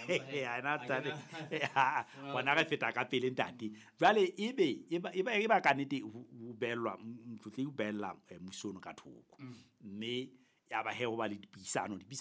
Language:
Southern Sotho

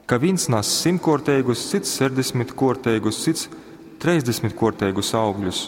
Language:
Latgalian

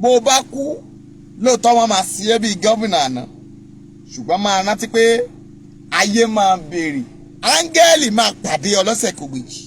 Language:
Yoruba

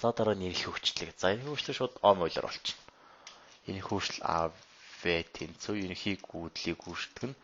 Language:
Mongolian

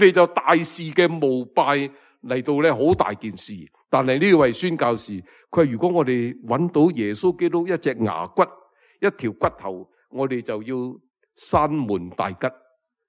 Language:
Cantonese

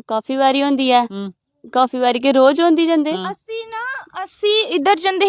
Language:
Dogri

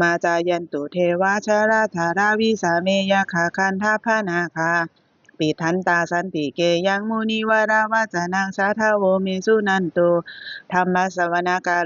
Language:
Pali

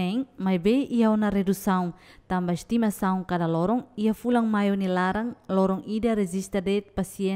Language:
Tetum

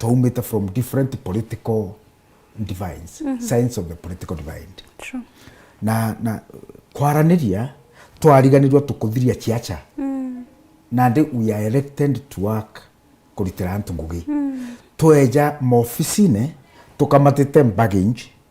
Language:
Meru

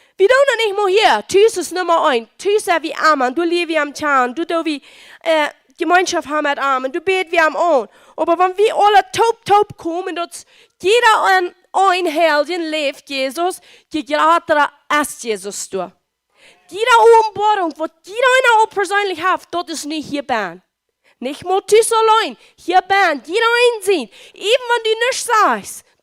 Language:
Plautdietsch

